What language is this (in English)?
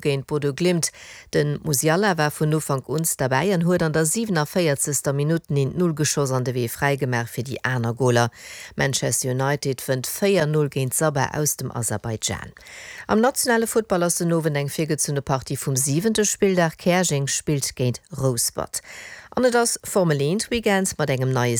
Luxembourgish